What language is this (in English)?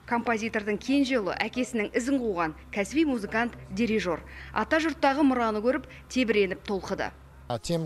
Kazakh